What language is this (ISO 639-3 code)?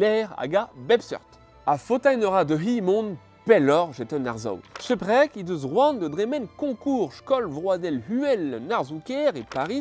bre